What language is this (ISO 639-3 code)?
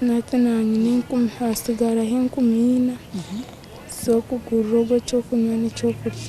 nyn